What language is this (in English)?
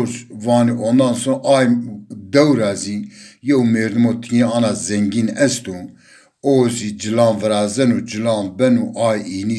Zaza